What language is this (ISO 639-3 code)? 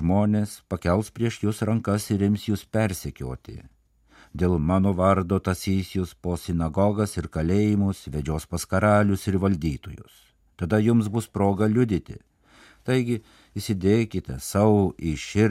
lit